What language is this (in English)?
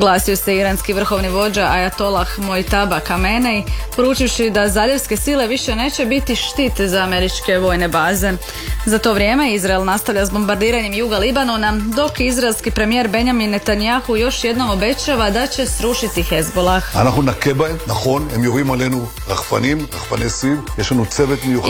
Croatian